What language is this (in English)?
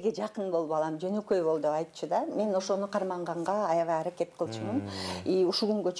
Kyrgyz